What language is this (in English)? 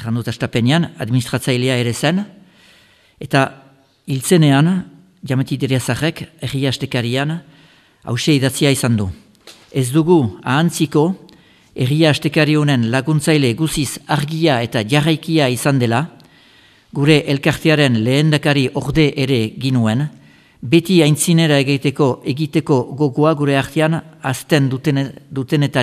Basque